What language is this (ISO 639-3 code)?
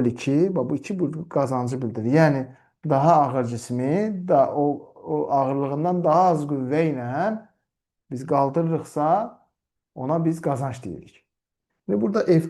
aze